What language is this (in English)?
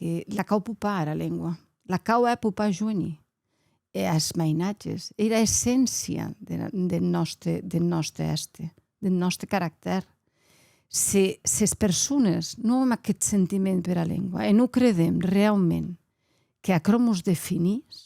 Occitan